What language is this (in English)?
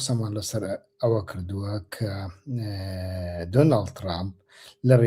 Central Kurdish